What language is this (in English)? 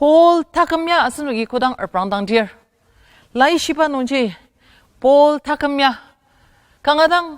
Ao Naga